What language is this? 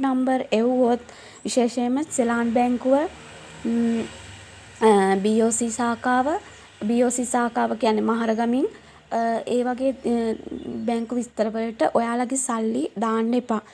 Sinhala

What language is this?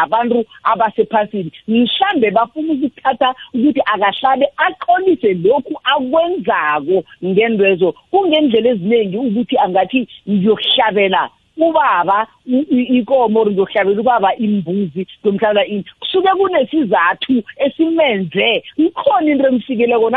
South Ndebele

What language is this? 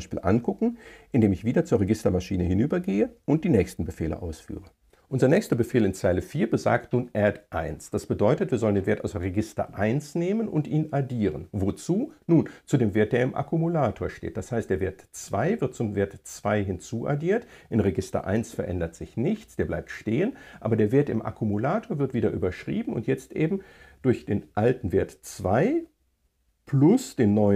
German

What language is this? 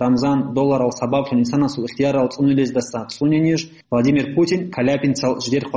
Avaric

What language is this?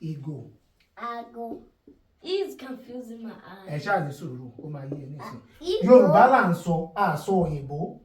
Yoruba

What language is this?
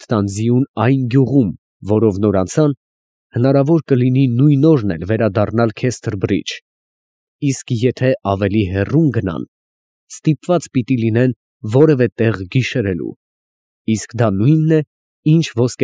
Armenian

